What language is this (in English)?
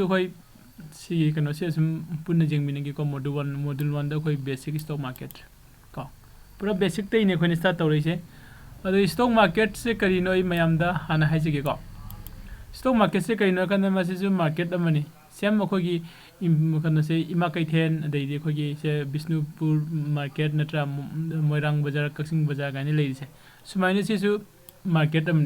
Manipuri